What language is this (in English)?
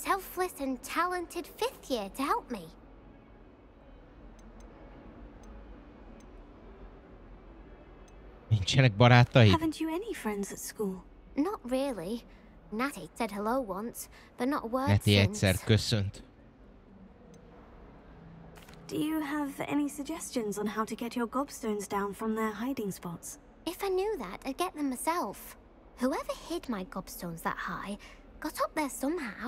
Hungarian